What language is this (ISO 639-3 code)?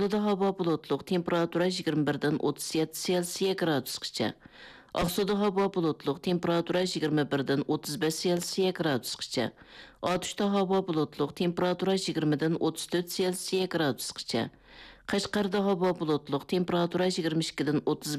uig